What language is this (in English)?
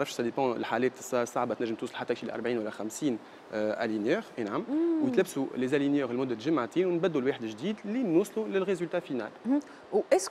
Tunisian Arabic